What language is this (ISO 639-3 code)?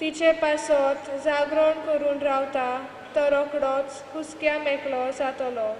kok